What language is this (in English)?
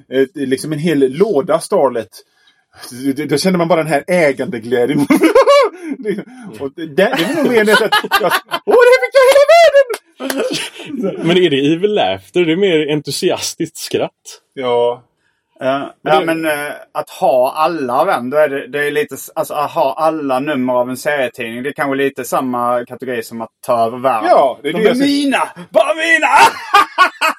Swedish